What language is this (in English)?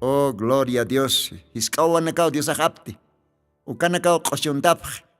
Aymara